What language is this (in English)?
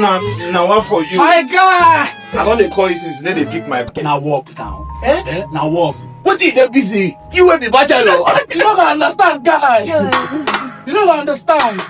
Nigerian Pidgin